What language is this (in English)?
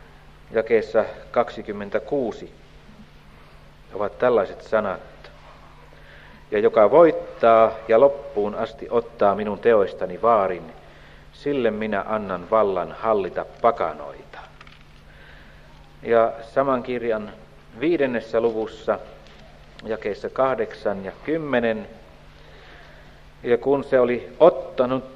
Finnish